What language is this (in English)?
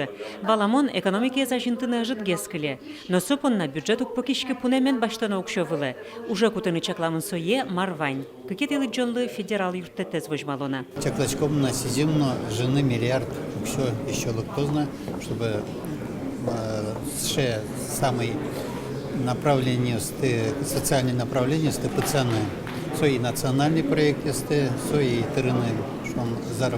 Udmurt